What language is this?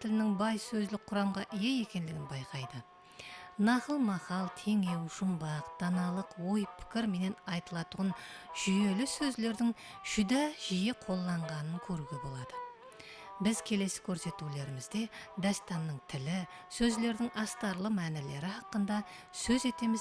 Kara-Kalpak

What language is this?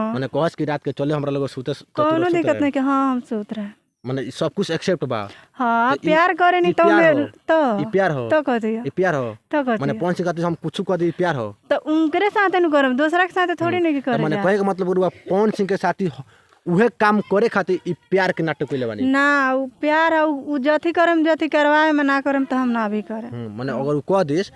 Bhojpuri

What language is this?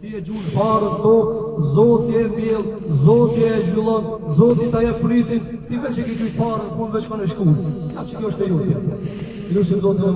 Albanian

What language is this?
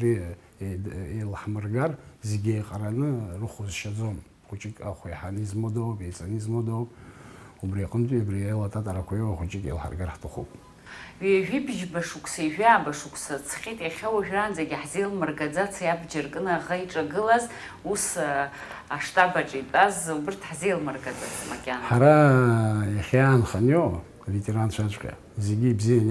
Abkhazian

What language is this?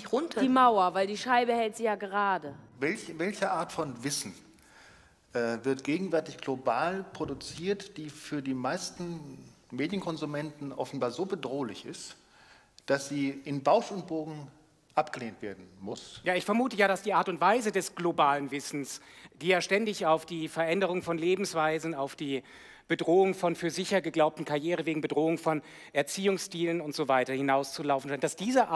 German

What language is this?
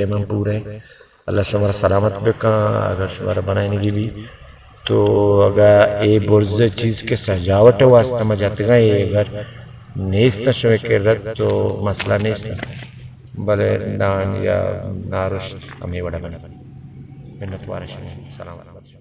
Baluchi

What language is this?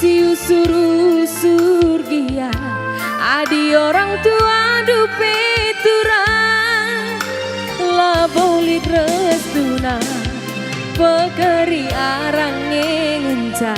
Batak Karo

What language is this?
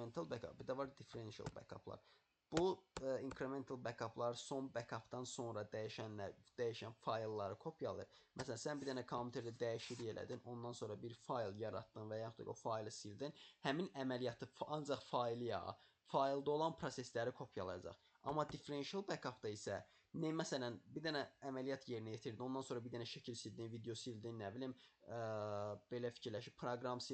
Azerbaijani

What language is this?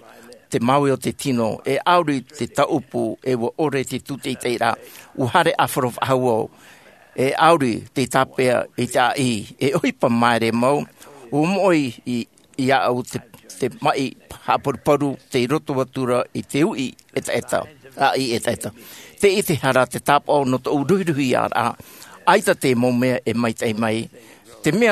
Tahitian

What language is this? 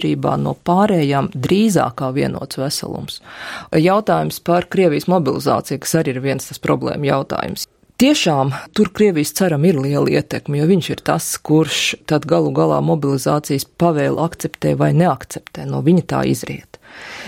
Latvian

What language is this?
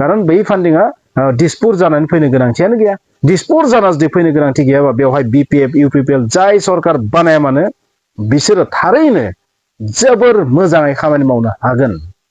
Bodo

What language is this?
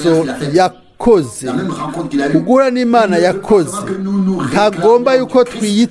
Rundi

